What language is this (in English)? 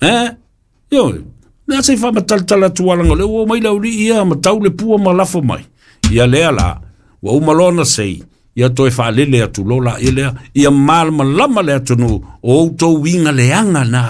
Samoan